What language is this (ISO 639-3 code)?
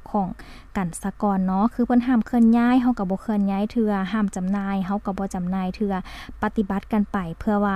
lao